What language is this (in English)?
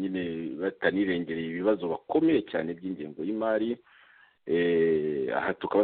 Kinyarwanda